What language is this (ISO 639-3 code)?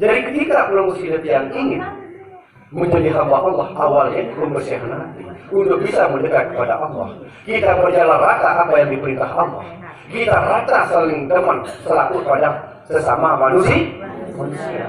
sas